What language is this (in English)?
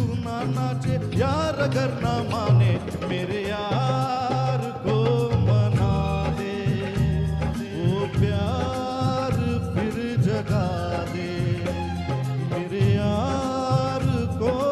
Hindi